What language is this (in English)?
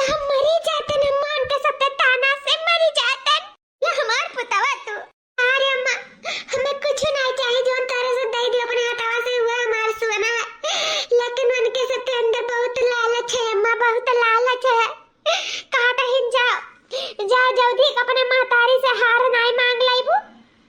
Awadhi